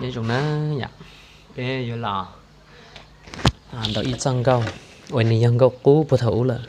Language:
Hmong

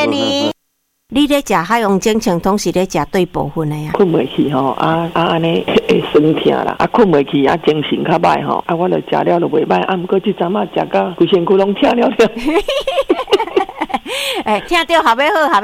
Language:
Min Nan Chinese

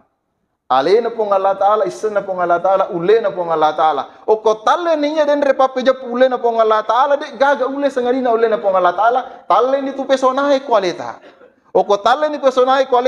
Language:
Buginese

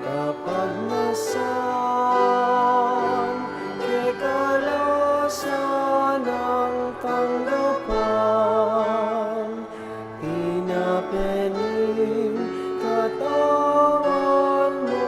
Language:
Pampanga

